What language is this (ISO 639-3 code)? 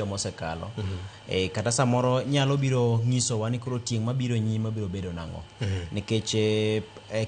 luo